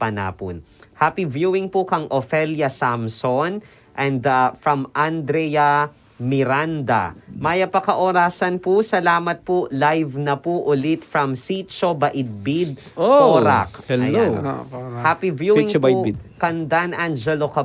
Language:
Pampanga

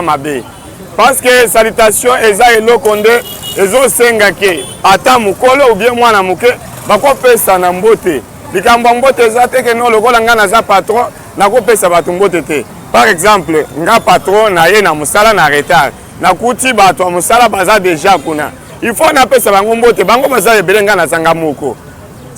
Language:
Lingala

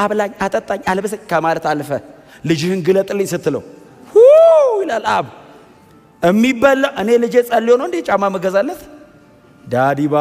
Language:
Amharic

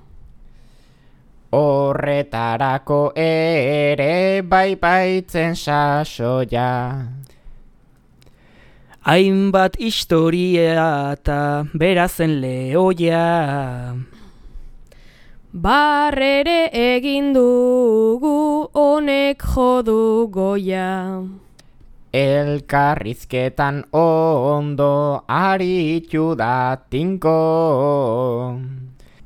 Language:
Basque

